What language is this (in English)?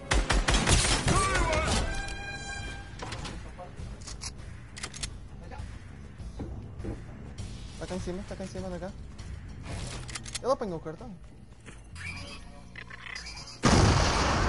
Portuguese